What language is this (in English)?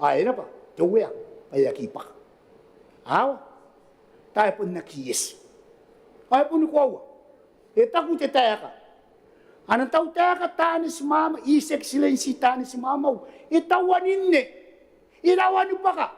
Gilbertese